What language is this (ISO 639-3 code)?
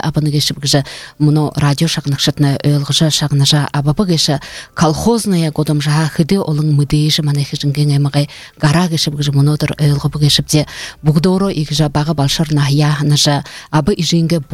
bua